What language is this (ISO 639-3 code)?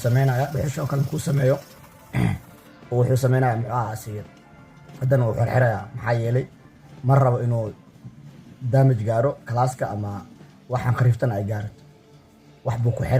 som